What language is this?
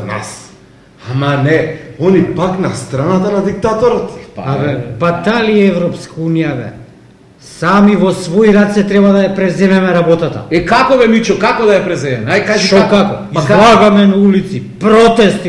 Macedonian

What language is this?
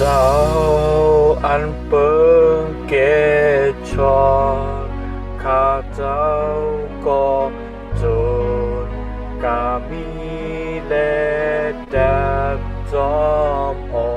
Shan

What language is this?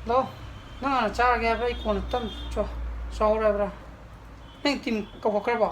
Manipuri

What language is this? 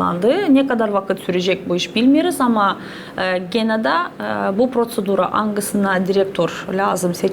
Gagauz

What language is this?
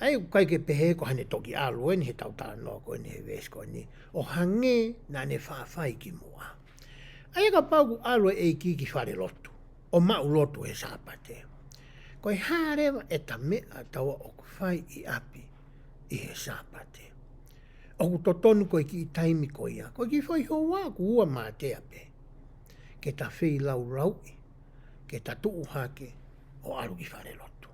Tongan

